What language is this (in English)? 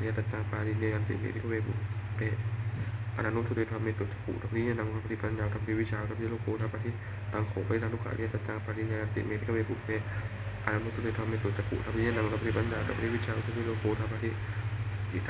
Pali